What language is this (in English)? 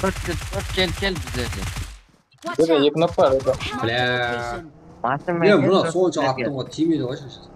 Kara-Kalpak